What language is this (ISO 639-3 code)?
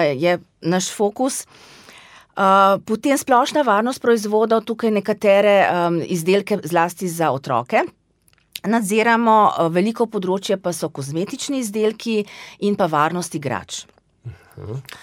slv